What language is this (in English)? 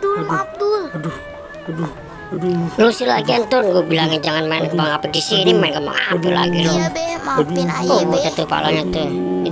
Betawi